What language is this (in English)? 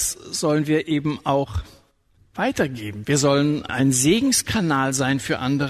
German